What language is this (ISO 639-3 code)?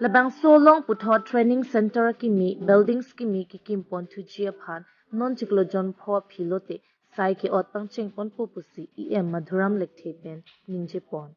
mjw